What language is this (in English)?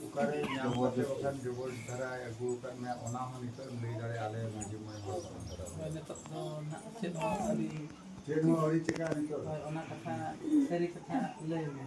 Santali